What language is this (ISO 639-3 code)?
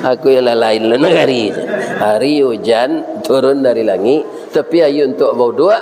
min